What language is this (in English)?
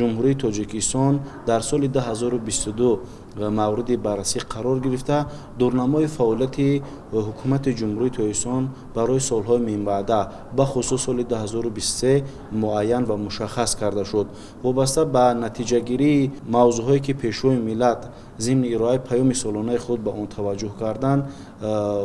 Tajik